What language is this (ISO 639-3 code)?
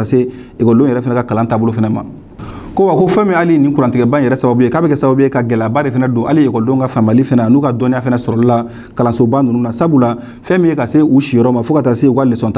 bam